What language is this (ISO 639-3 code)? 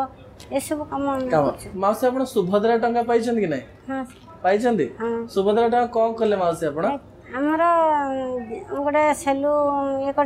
ori